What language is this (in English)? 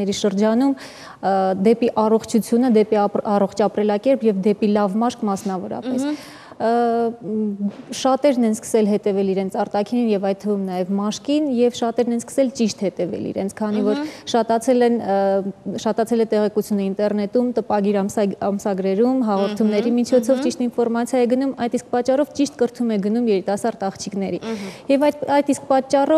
Armenian